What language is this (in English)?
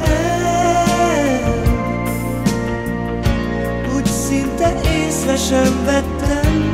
Hungarian